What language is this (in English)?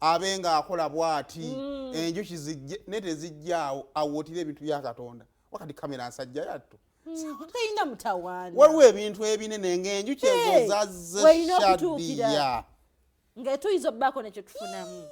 Ganda